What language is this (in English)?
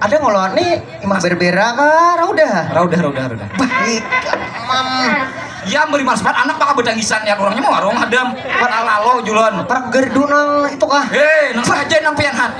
Banjar